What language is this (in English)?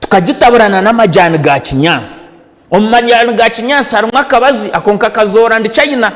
Nyankole